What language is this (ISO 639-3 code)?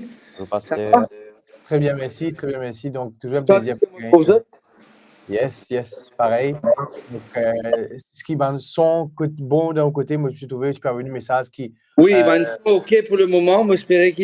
mfe